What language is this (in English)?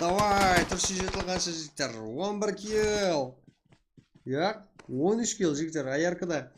Kara-Kalpak